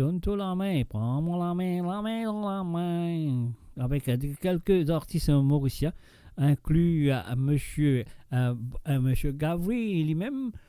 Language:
Morisyen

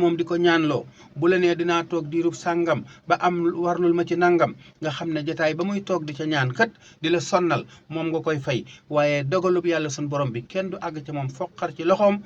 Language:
Wolof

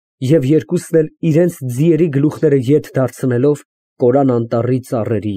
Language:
Armenian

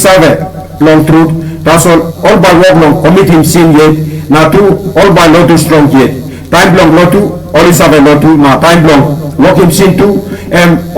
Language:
Tok Pisin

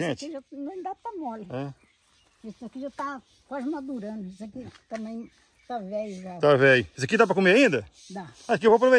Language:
Portuguese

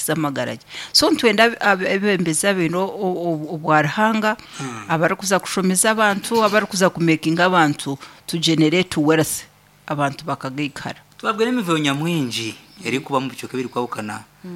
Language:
Nyankole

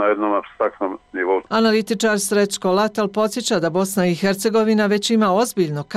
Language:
Bosnian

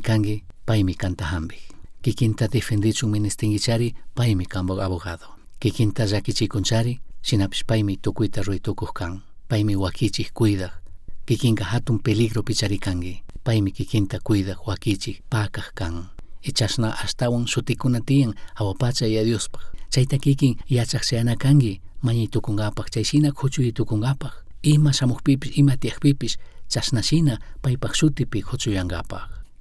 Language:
Chimborazo Highland Quichua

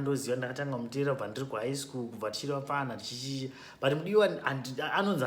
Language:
Shona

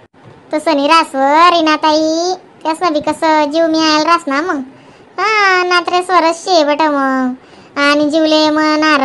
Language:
Khandesi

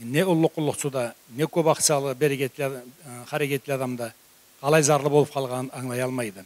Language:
Karachay-Balkar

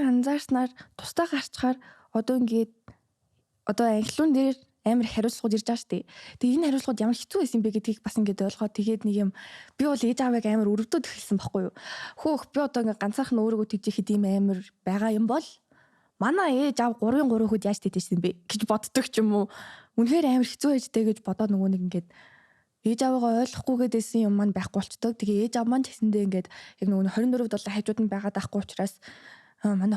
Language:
Mongolian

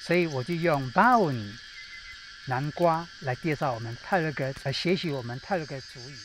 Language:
Taroko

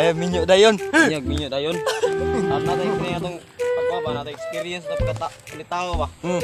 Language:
Cebuano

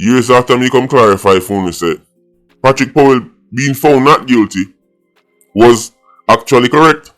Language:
Jamaican Creole English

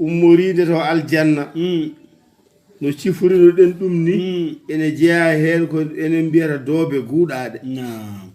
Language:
Fula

